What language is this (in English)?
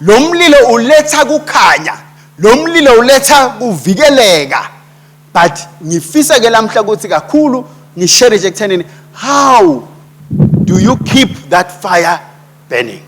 Swati